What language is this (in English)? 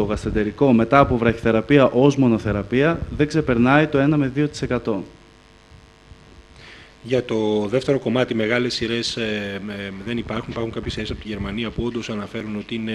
Greek